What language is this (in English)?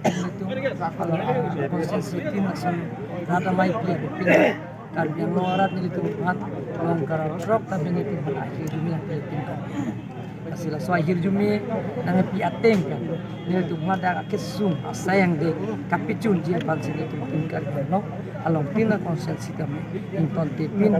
Karbi